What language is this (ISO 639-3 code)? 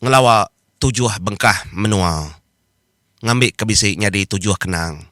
iba